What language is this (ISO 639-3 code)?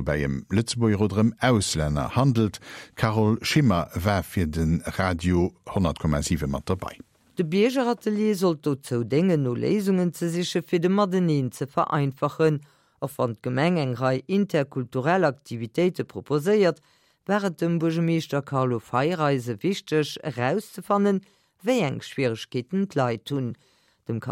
ltz